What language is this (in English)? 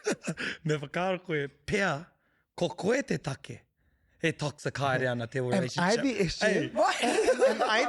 Māori